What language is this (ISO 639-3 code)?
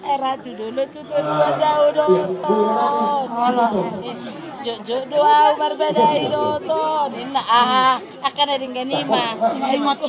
bbc